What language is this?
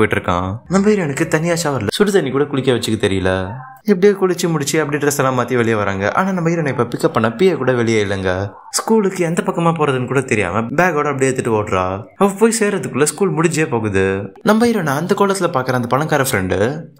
Tamil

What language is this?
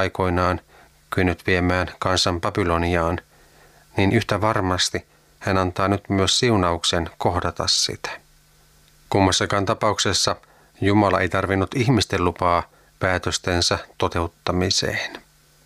Finnish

